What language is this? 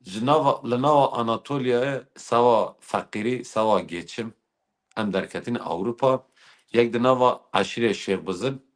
Kurdish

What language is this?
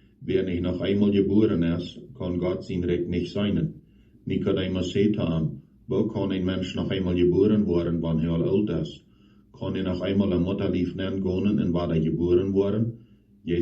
Plautdietsch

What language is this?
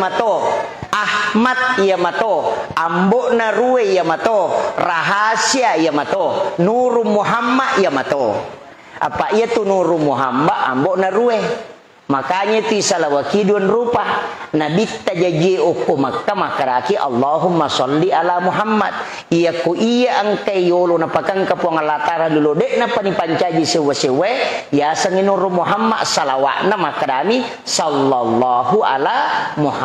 Buginese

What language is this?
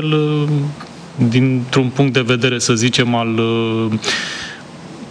Romanian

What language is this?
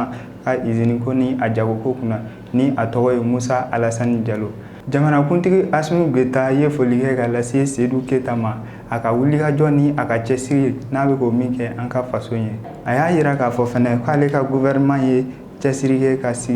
Bambara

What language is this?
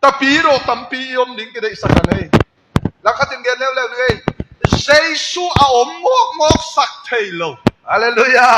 Tedim Chin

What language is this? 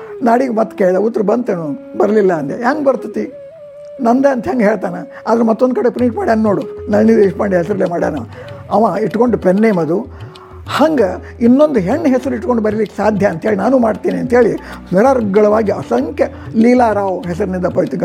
Kannada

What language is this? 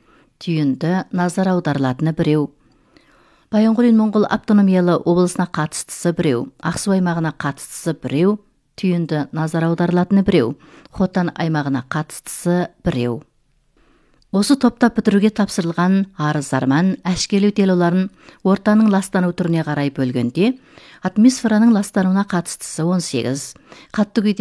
Kazakh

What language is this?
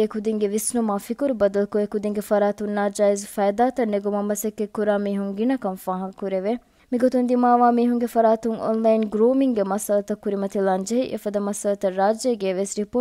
Divehi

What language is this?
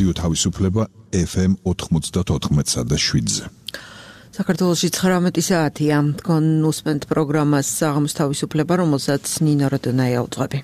Georgian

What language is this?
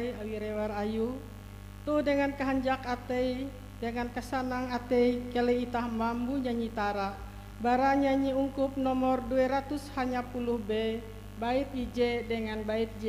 Ngaju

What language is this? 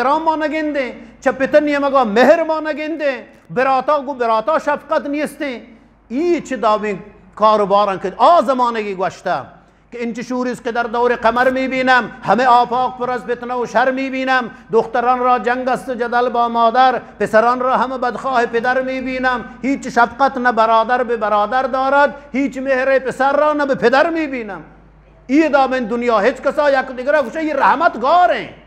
Eastern Balochi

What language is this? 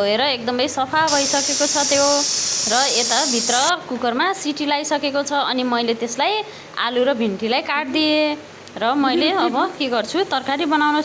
Nepali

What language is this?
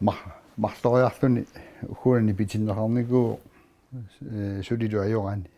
Kalaallisut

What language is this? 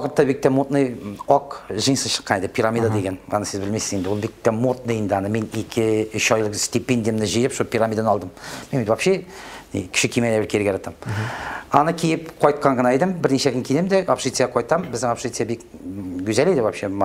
Tatar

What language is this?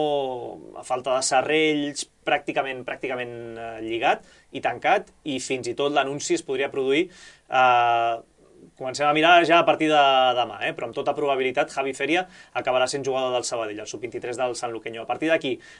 Catalan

